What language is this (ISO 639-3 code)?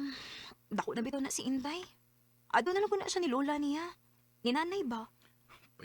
ceb